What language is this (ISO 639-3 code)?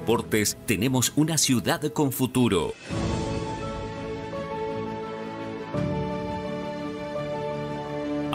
spa